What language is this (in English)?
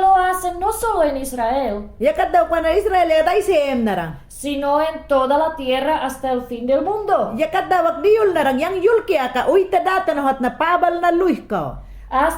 Mayangna